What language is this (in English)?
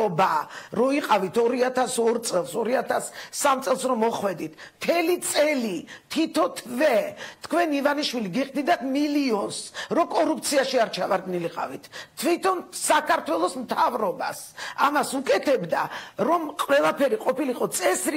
Georgian